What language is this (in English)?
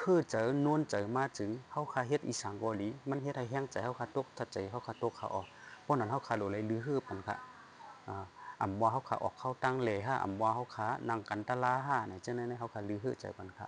Shan